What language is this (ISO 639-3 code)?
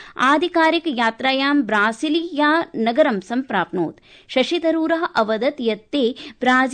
san